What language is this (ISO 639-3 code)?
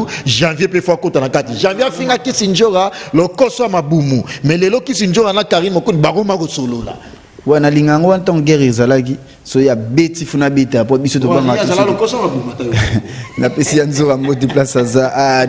lin